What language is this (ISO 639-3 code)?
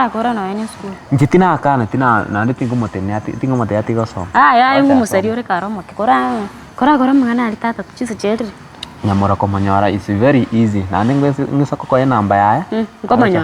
guz